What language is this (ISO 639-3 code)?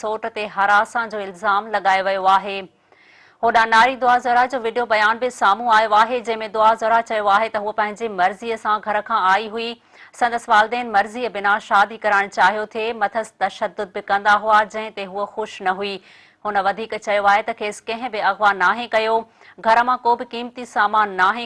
snd